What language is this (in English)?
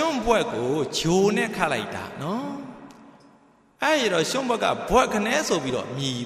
Burmese